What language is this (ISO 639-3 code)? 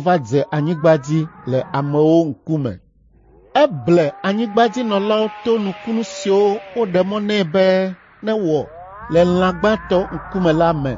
ewe